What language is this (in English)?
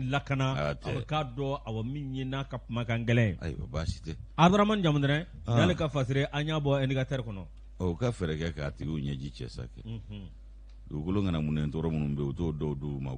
Bambara